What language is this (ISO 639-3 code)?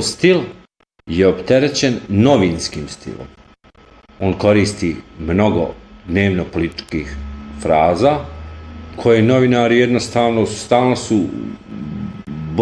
bos